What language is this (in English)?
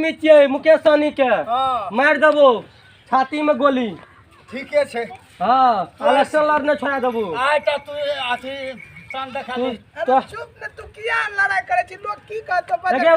Maithili